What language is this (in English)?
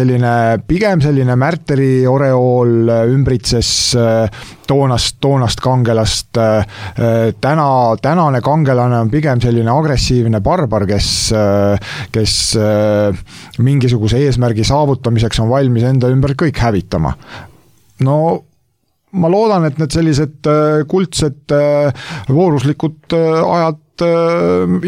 Estonian